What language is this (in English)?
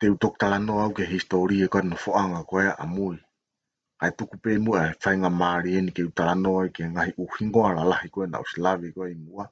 Tongan